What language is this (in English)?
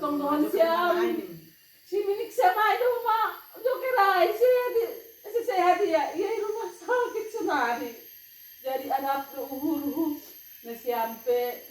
Batak Simalungun